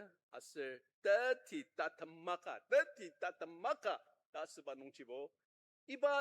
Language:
Ao Naga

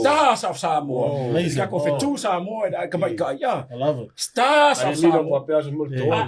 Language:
Samoan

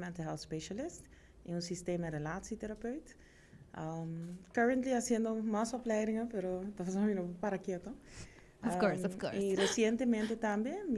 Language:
Papiamento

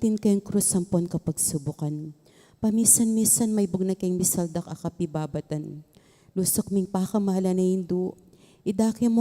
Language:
Pampanga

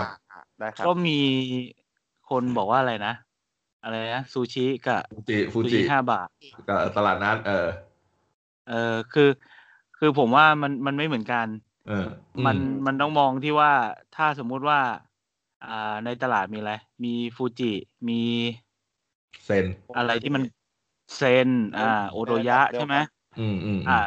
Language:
Thai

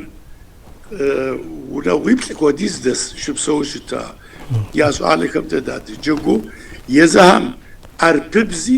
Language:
Kabardian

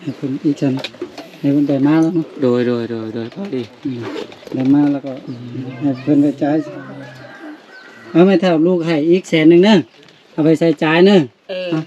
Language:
Lao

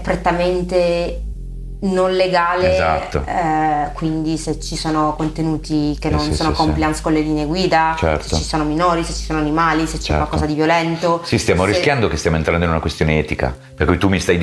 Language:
Italian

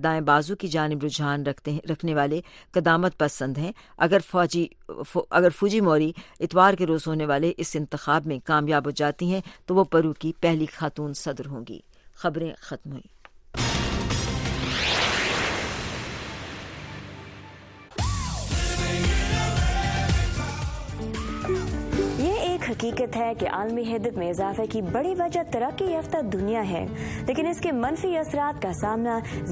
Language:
Urdu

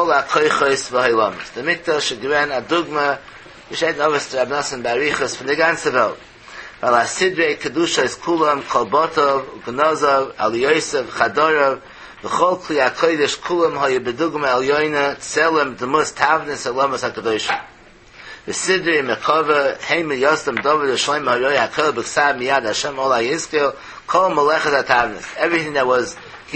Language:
Yiddish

